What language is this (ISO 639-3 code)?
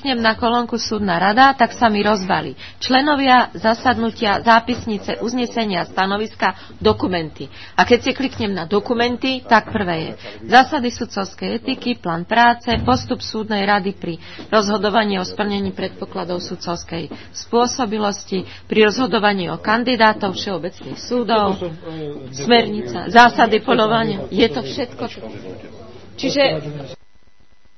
slk